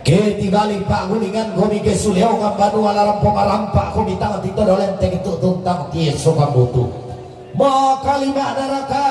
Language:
Toraja-Sa'dan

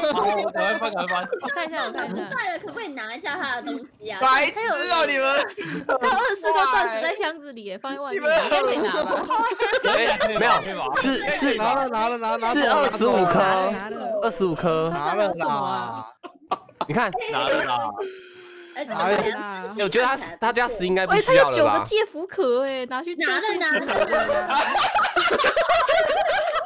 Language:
Chinese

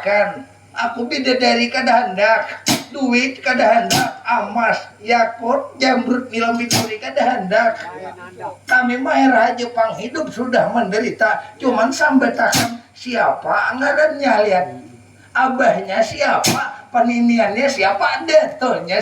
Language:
Banjar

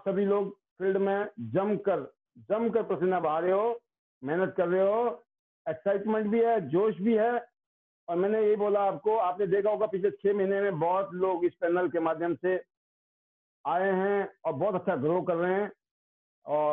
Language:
Hindi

